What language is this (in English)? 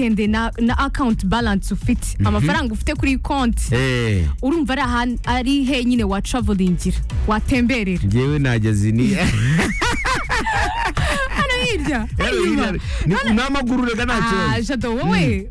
Kinyarwanda